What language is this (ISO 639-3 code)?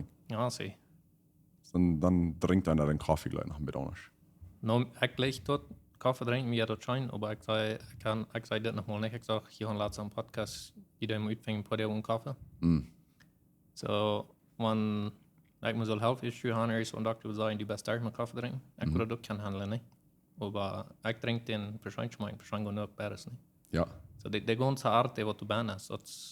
pdt